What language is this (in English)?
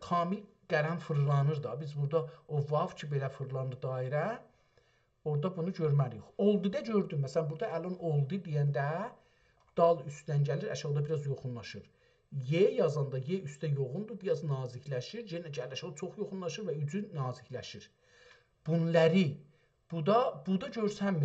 South Azerbaijani